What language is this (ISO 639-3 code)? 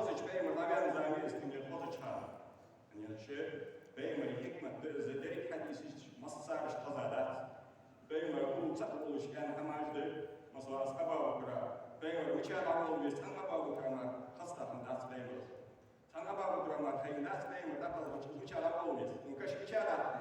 inh